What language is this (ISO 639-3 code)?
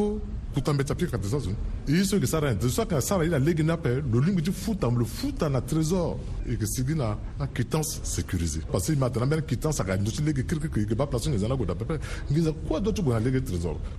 sag